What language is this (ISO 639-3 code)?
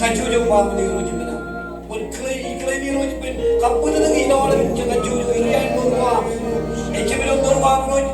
mah